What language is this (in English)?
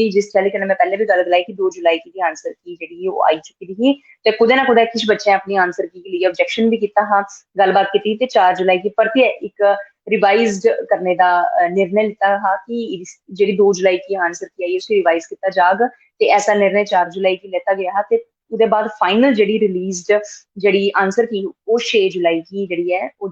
Dogri